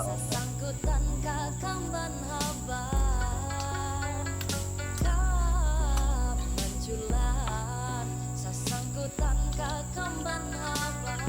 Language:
Banjar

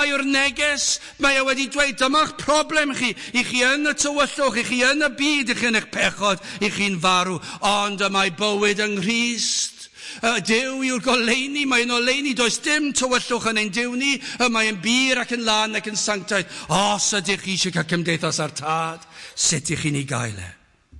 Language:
Welsh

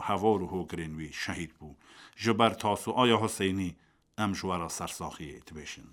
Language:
Kurdish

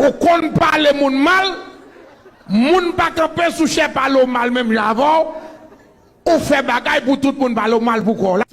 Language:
Haitian Creole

